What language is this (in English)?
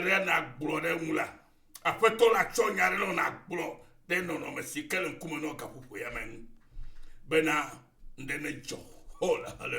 Ewe